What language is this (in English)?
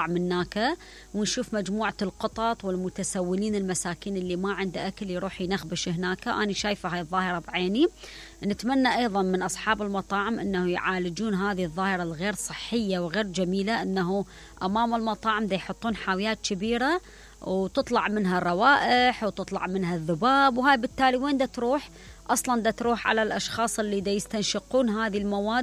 Mesopotamian Arabic